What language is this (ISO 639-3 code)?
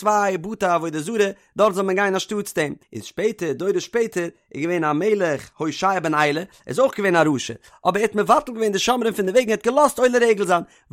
yid